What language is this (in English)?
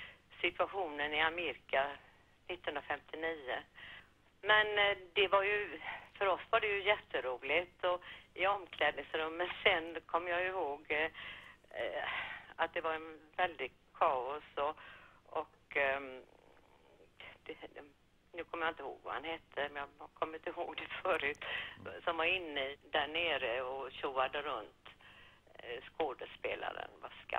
Swedish